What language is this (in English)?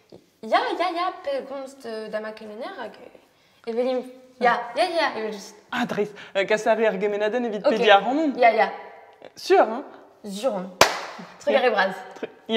Breton